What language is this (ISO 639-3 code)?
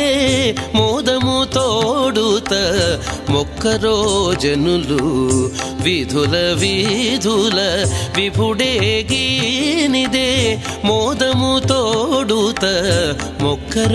tel